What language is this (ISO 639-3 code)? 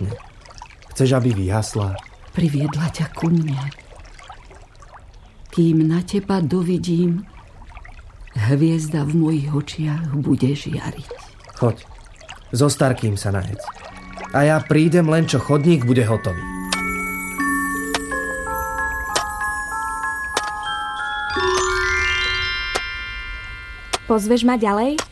slk